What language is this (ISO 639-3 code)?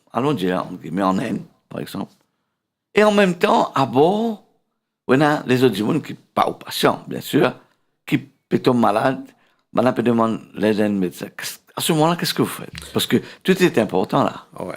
mfe